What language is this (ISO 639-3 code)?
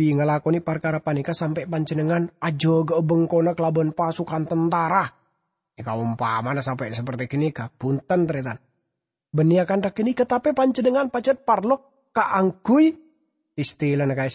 mad